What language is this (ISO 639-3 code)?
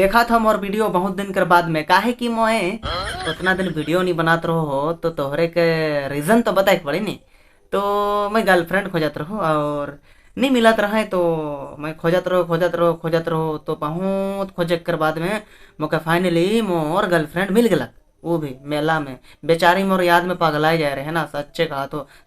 sck